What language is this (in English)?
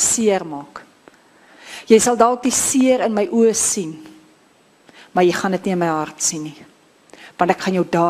Afrikaans